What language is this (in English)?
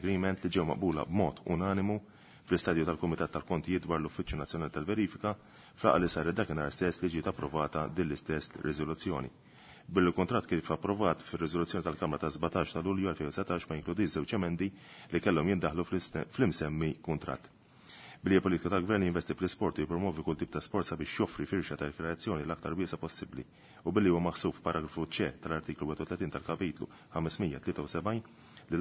Maltese